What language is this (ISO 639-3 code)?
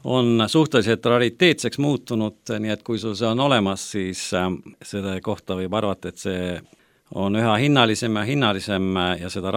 est